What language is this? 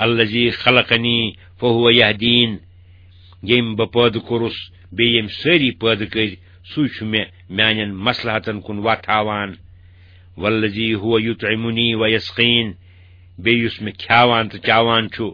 Kashmiri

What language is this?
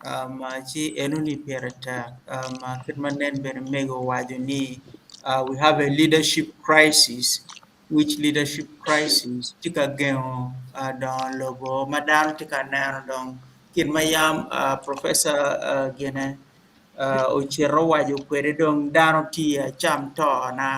Acoli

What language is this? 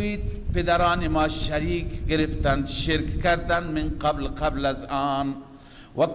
Persian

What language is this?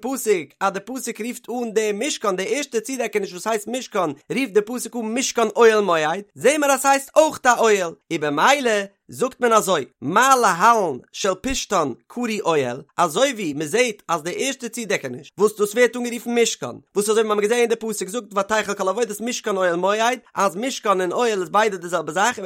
Yiddish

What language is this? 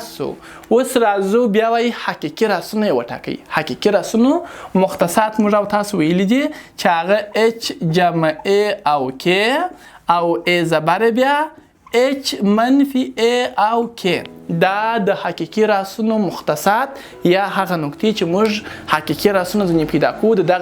Pashto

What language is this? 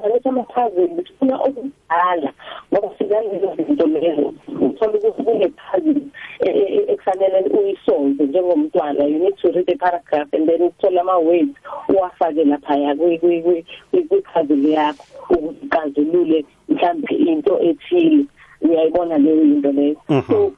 South Ndebele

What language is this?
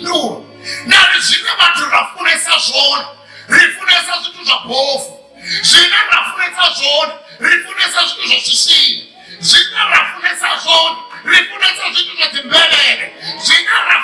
Venda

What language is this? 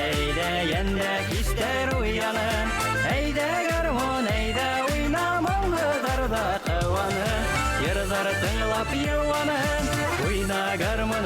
Bashkir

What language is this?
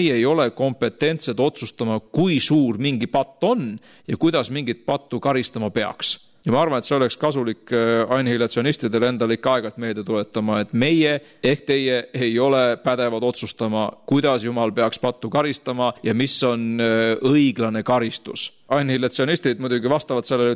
Estonian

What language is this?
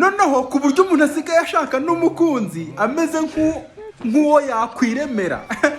Kinyarwanda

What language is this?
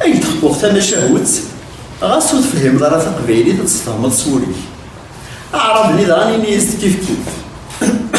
Kabyle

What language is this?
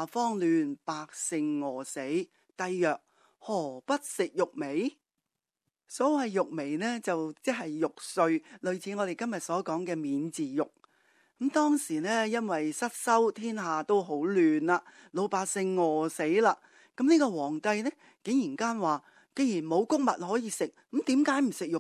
Cantonese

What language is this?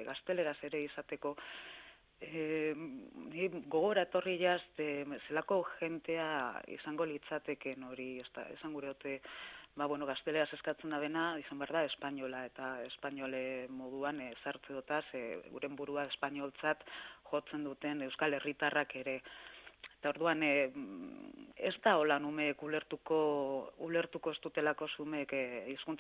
Basque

